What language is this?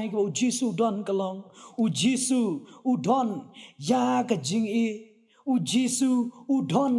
Khasi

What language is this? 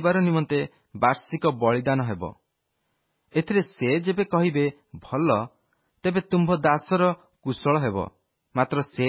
Odia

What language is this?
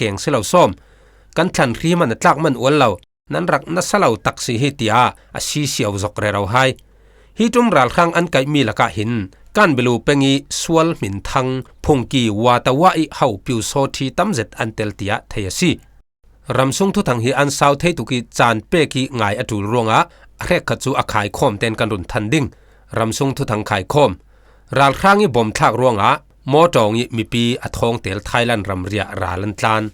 Falam Chin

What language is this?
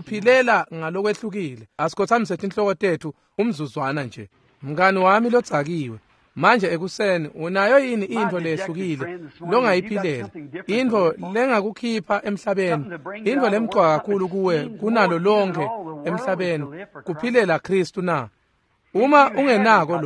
Swati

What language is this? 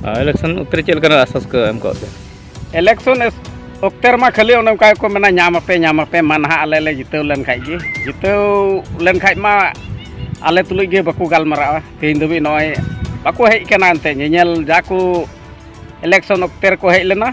Santali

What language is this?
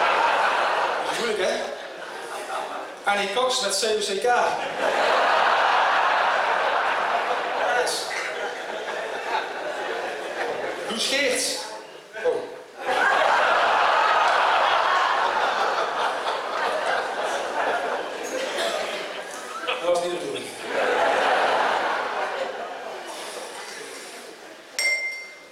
Dutch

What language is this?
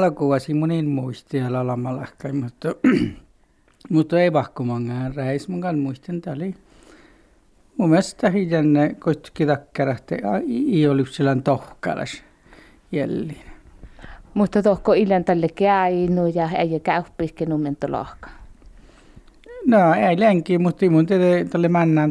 Finnish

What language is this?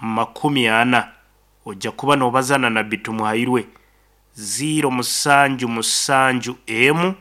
Nyankole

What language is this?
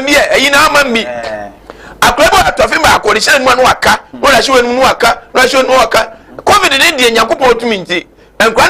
Akan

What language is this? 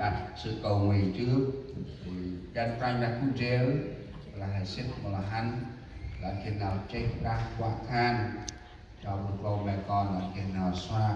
Central Mnong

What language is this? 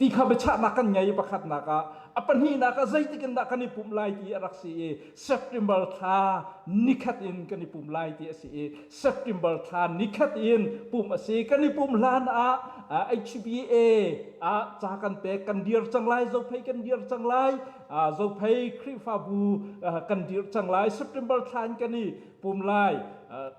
Hakha Chin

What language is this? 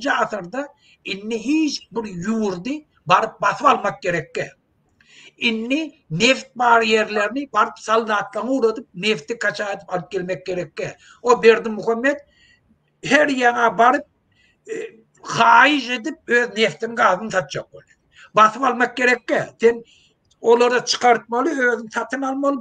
Turkmen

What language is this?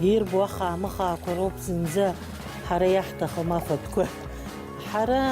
Abkhazian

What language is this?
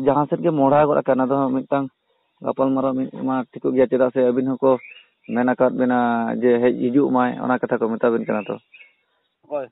Santali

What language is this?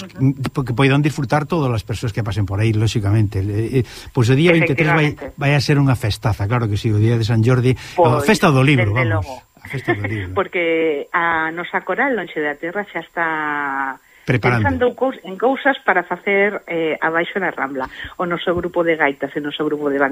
Galician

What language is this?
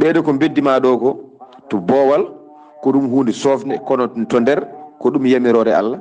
Fula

